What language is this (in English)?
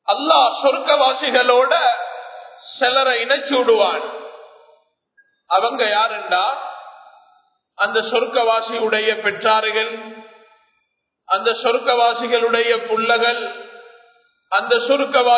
Tamil